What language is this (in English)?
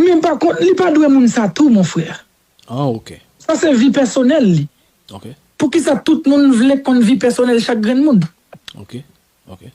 Haitian Creole